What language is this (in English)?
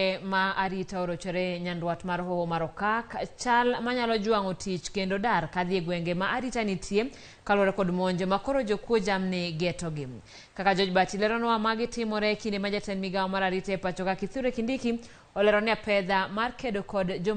Luo (Kenya and Tanzania)